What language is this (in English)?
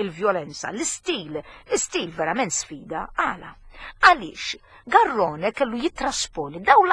Maltese